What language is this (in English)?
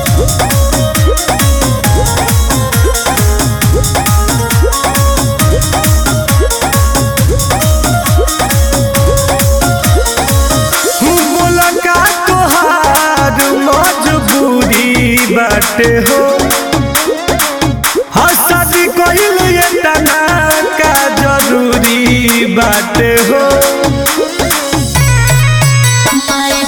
Bhojpuri